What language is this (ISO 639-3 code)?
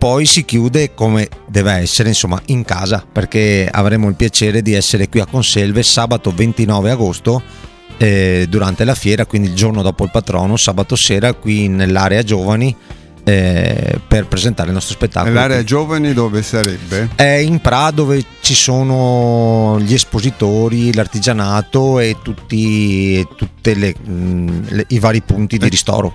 ita